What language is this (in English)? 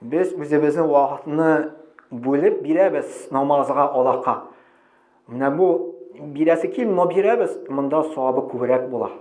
Tatar